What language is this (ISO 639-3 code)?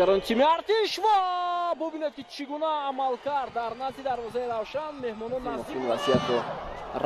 tgk